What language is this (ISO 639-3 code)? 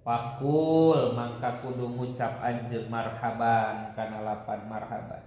sun